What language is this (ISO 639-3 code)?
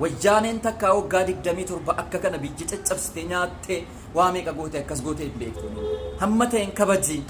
orm